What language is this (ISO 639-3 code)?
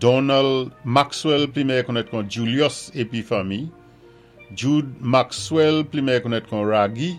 acf